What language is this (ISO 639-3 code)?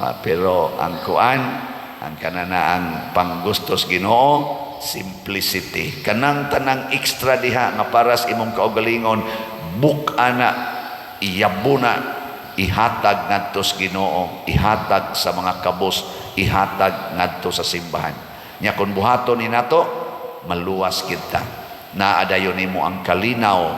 ceb